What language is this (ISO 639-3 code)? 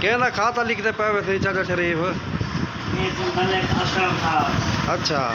skr